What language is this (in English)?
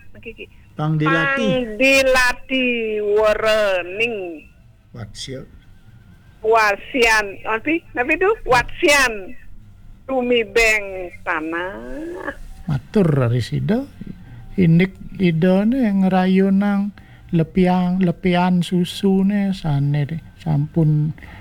Balinese